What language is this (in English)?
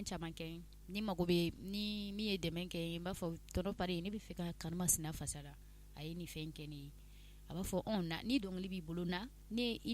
Bambara